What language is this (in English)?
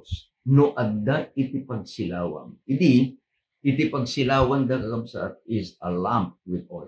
Iloko